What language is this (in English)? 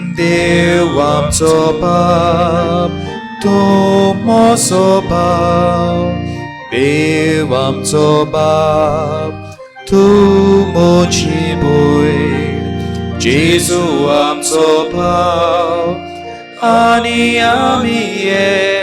Konkani